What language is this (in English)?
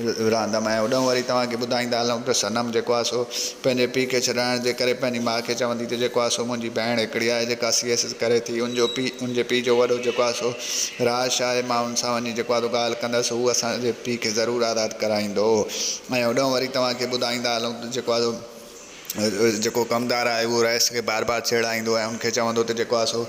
Sindhi